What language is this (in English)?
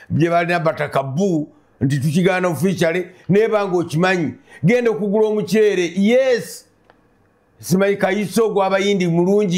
Ganda